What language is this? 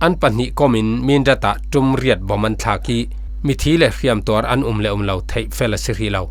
Falam Chin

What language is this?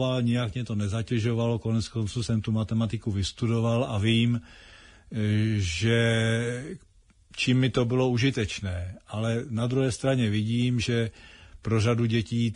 Czech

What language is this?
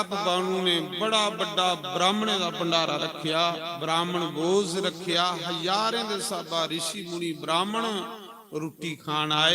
Dogri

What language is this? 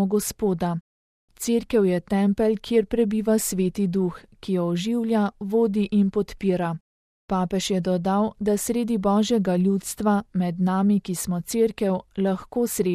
Slovenian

